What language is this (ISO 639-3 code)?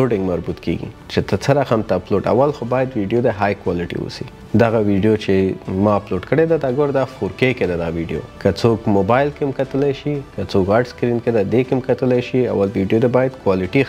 pus